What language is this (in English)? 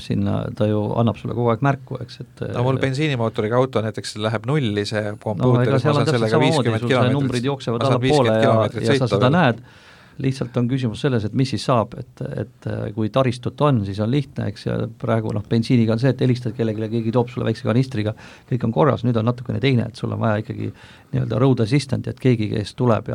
Estonian